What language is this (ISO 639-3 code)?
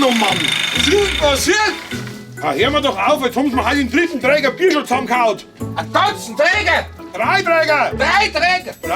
bar